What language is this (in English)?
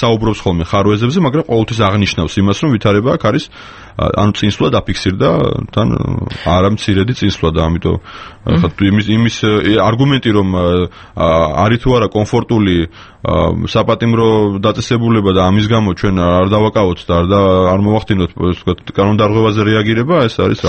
Georgian